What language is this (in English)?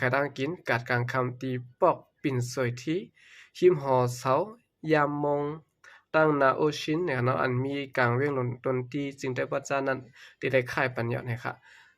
Shan